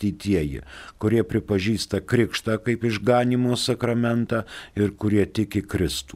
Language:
Lithuanian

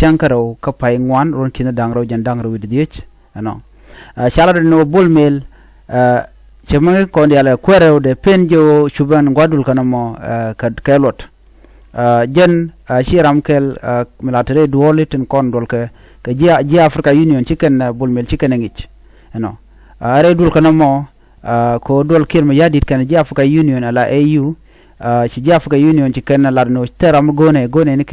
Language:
Nuer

